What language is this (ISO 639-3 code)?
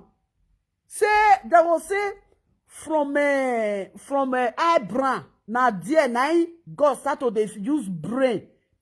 pcm